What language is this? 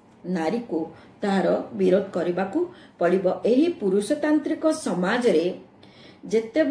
Odia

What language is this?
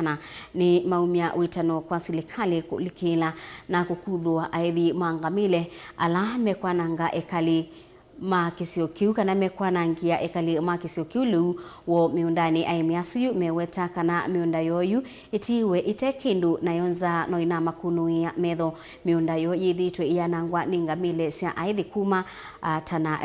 Kamba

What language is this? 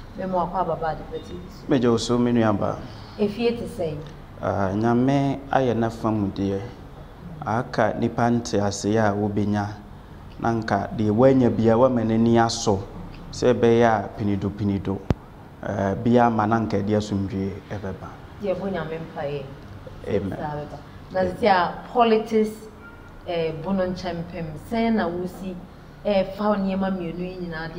Akan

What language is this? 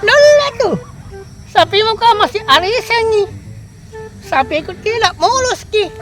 Buginese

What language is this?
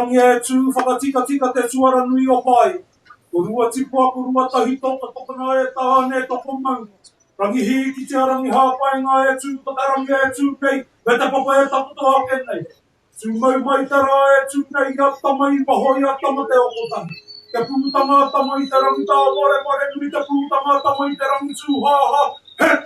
Māori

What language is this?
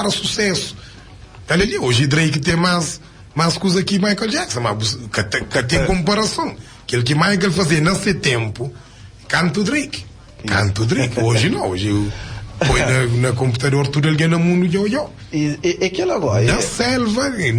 Kabuverdianu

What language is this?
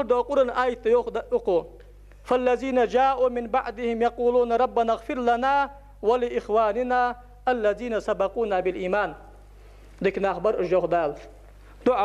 Ingush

